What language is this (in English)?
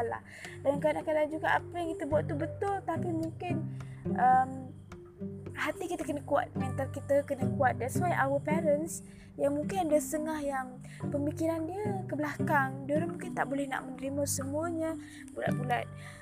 Malay